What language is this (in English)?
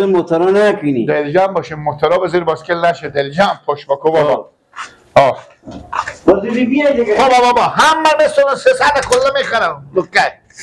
Persian